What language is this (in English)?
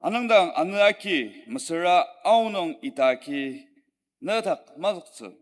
Ao Naga